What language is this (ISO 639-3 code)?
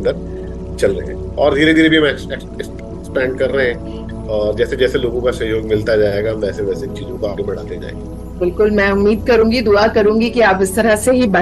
hin